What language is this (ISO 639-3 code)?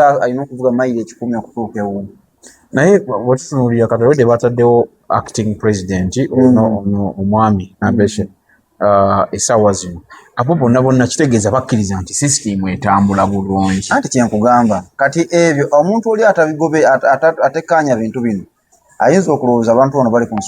lug